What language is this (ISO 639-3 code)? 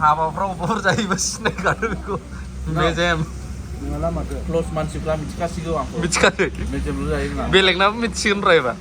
brx